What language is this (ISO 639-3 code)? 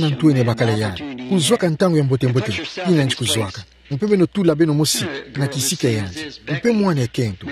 ktu